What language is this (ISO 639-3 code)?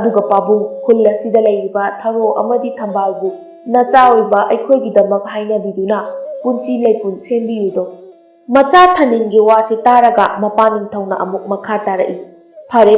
mni